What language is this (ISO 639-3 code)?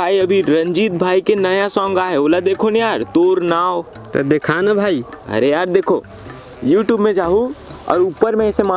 hne